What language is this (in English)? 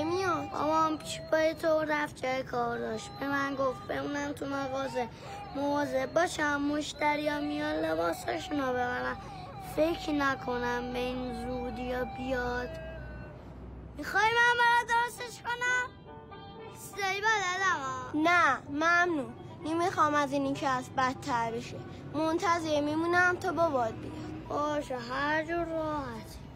Persian